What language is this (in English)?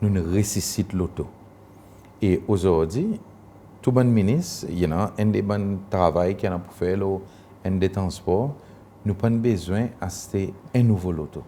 Seselwa Creole French